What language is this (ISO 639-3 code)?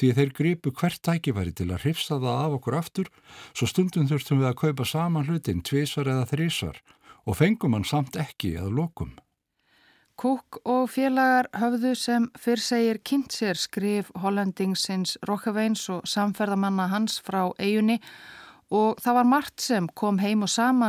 isl